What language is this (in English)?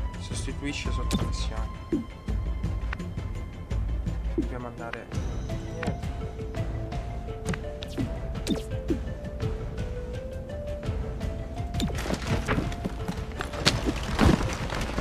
Italian